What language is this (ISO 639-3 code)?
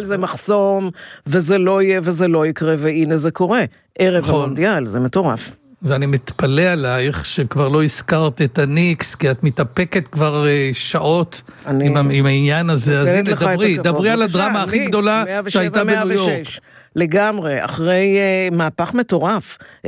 heb